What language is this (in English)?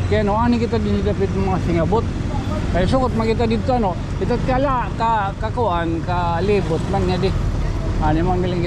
Waray